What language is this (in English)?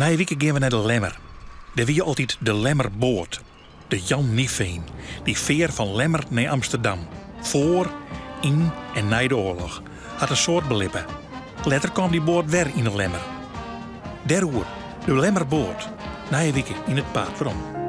Western Frisian